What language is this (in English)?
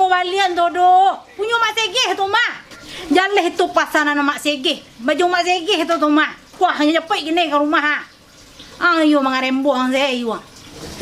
Minangkabau